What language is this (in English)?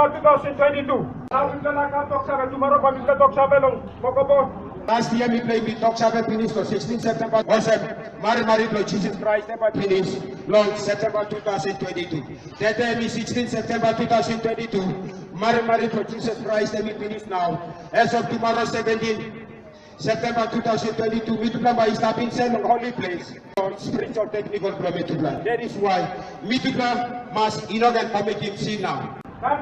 Tok Pisin